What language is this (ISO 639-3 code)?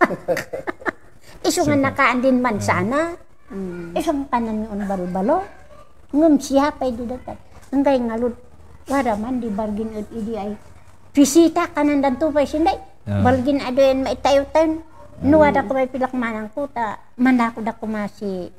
kne